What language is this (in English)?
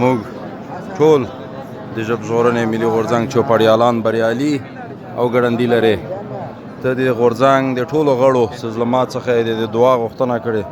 Pashto